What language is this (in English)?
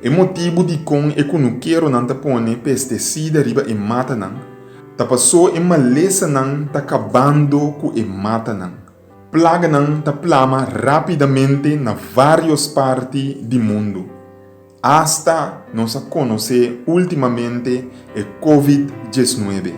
Papiamento